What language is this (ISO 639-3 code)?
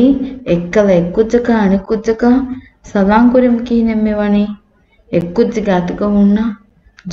div